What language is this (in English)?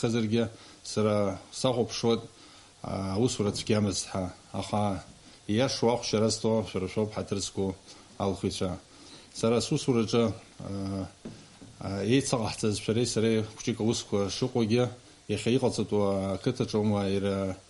Abkhazian